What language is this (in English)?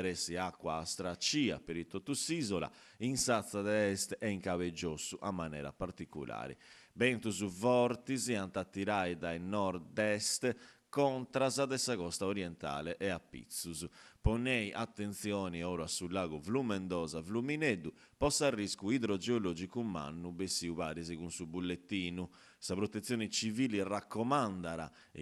Sardinian